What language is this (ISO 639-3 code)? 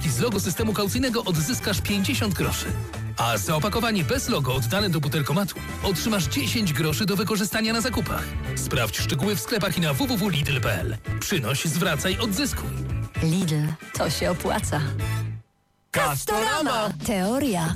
pol